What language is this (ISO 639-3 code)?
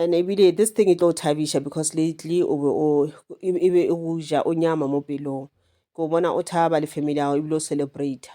nso